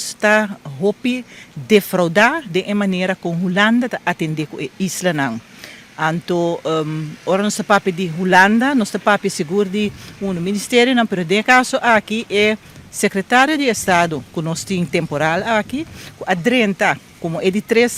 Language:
Papiamento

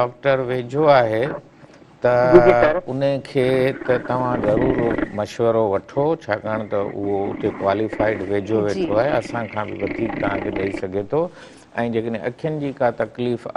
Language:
Sindhi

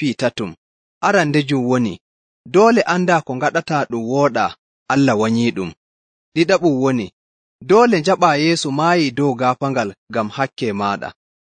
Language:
Nigerian Fulfulde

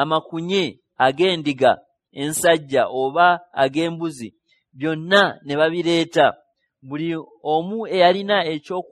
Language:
Ganda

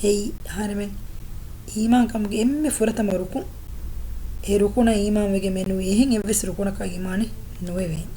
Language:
Divehi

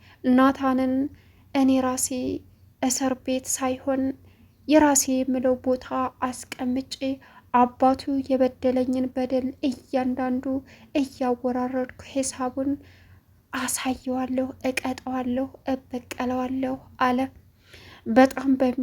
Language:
Amharic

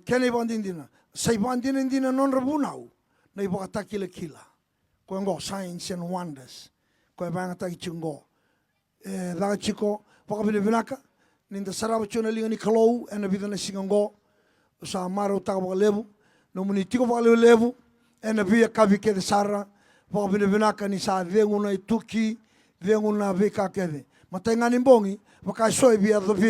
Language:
Fijian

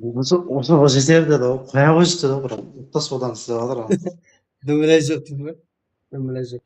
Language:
Kara-Kalpak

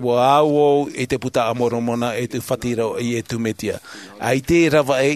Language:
Tahitian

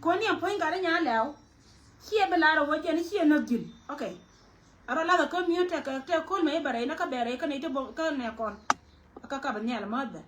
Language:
Nuer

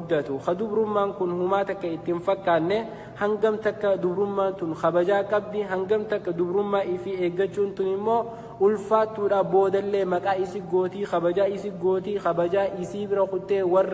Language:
Oromo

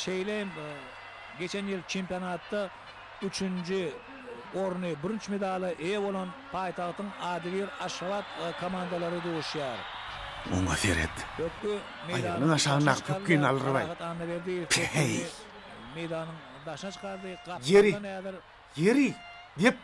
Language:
Turkmen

